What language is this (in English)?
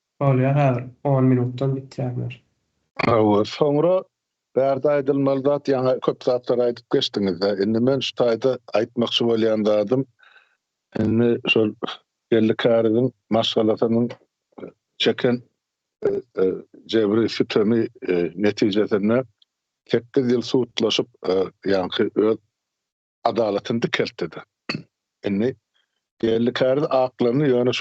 Turkmen